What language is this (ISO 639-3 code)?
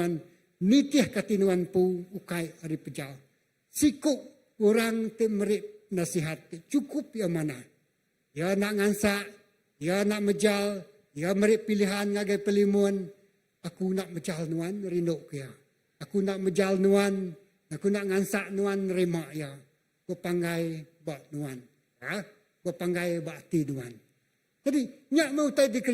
iba